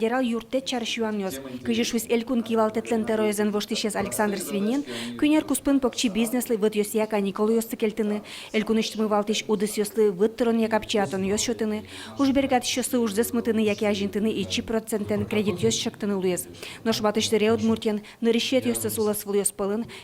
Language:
Udmurt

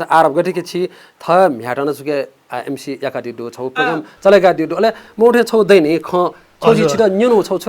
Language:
Newari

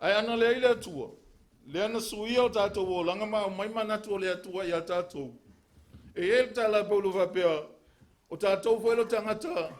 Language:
Samoan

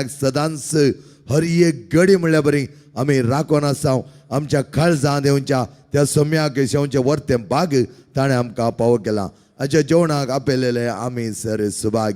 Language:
Konkani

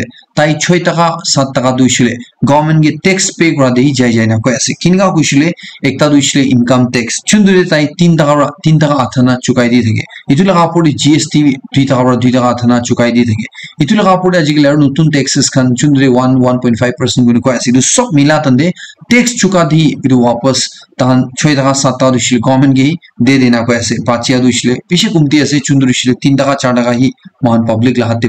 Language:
Naga Pidgin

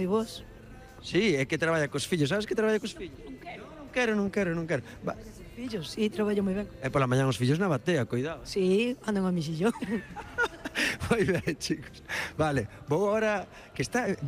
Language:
Galician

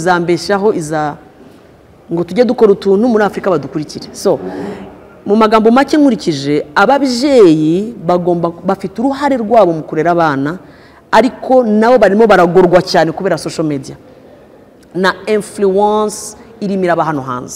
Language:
Kinyarwanda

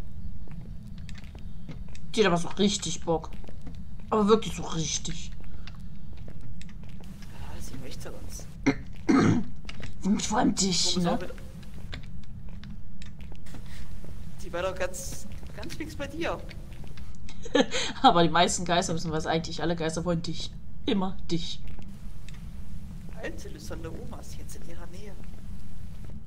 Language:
German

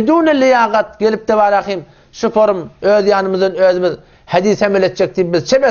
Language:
Turkmen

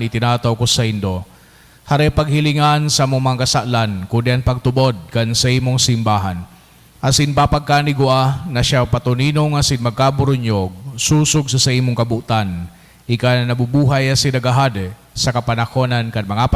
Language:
Bikol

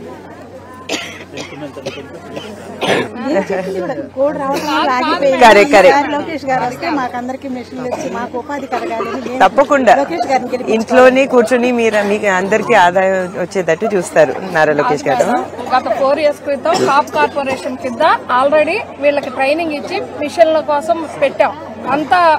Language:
Telugu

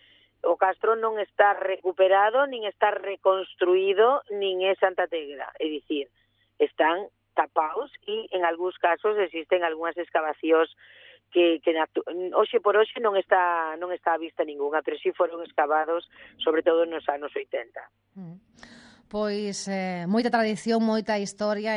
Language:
Galician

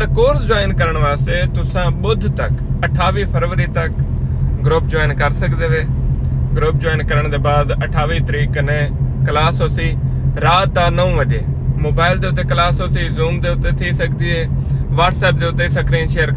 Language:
Saraiki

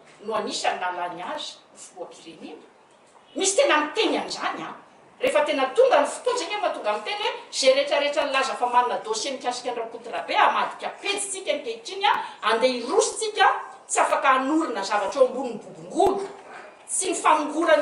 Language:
Malagasy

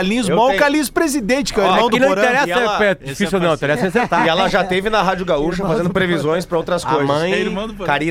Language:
Portuguese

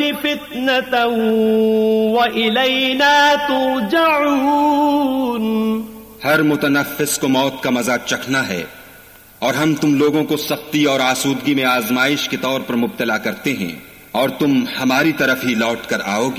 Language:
Urdu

